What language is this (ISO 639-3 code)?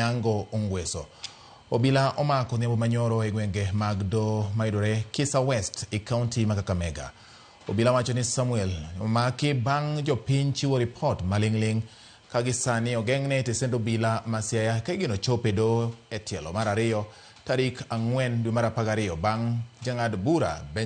luo